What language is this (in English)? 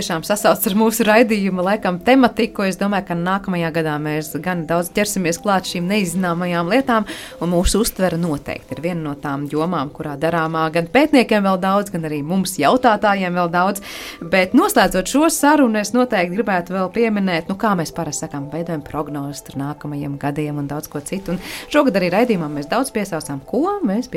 Latvian